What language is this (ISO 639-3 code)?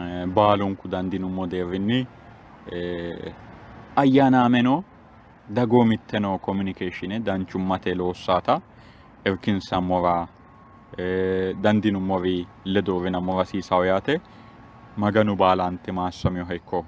sid